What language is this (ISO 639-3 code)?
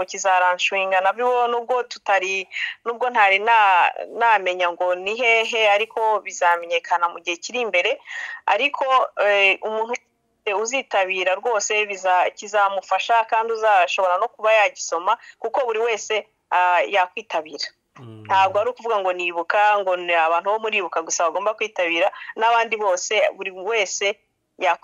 kin